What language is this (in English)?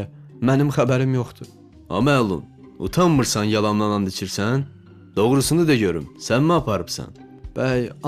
Azerbaijani